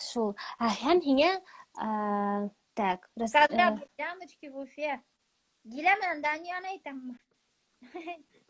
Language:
Bashkir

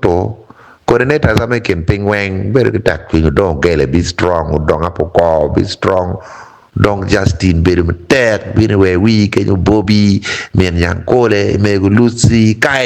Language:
Acoli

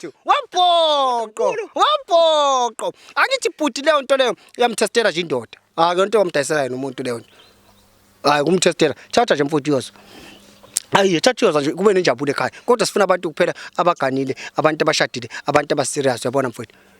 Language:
Zulu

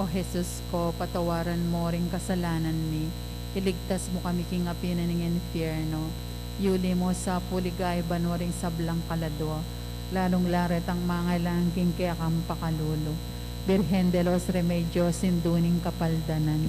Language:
Pampanga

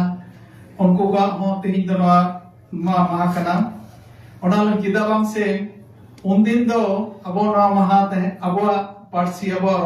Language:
Santali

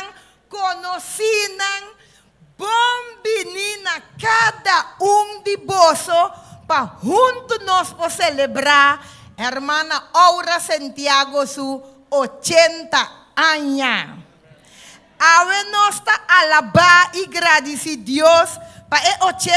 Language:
Papiamento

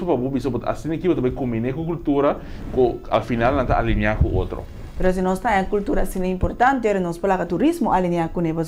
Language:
Papiamento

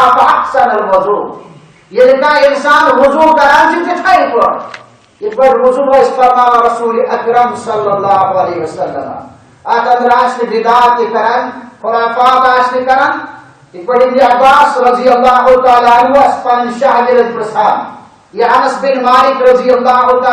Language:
Kashmiri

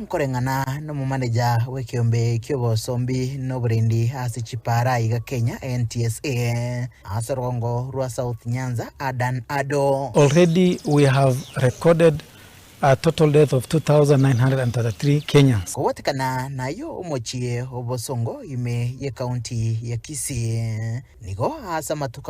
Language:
Gusii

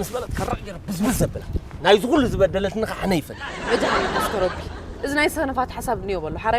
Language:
Tigrinya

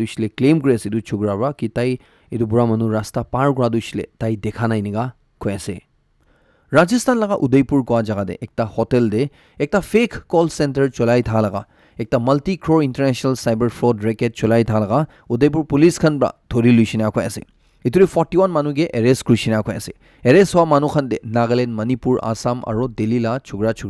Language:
Naga Pidgin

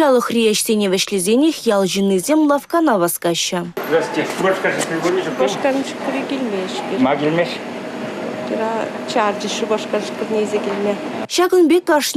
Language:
Chuvash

